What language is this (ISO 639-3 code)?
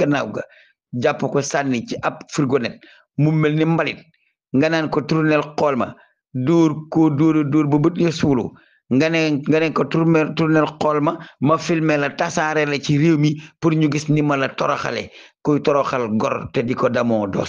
wol